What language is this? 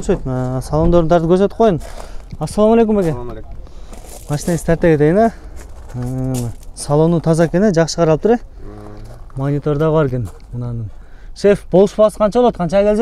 Kyrgyz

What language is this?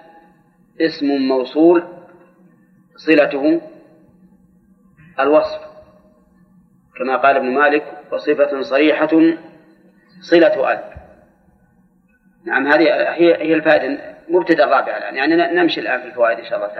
Arabic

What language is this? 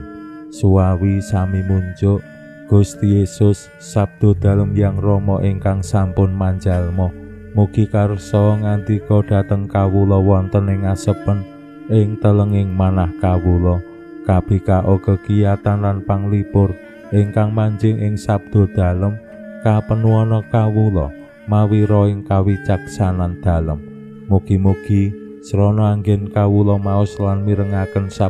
Javanese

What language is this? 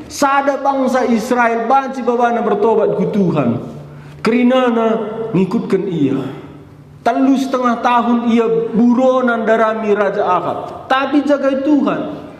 Batak Karo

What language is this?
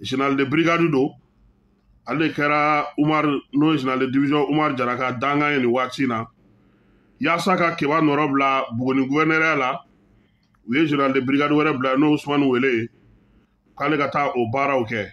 Bambara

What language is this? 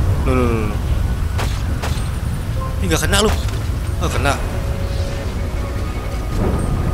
Indonesian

